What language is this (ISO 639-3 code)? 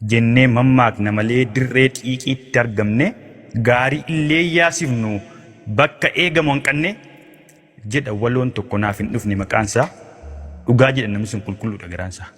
orm